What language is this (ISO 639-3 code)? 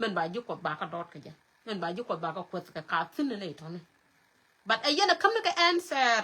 nus